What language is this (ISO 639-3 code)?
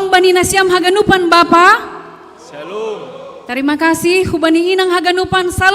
bts